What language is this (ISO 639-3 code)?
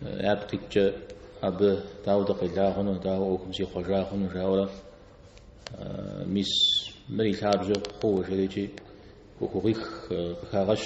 kbd